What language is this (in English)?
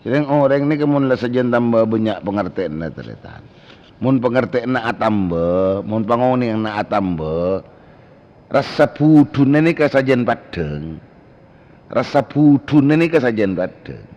Madurese